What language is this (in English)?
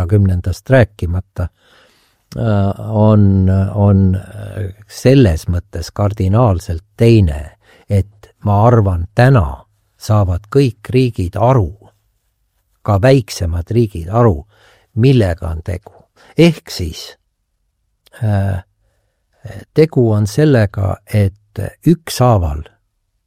Estonian